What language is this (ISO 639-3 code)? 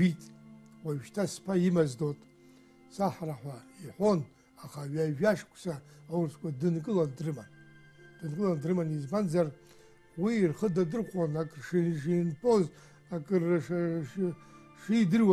abk